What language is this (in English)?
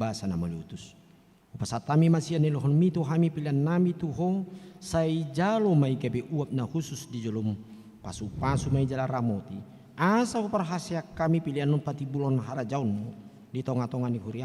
Batak Toba